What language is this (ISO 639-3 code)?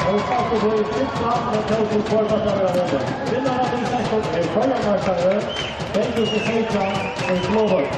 fao